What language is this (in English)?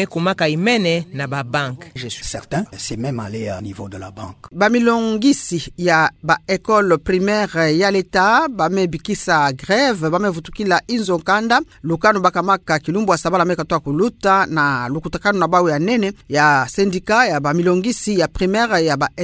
Kituba (Democratic Republic of Congo)